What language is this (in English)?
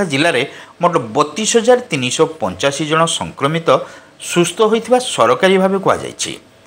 Odia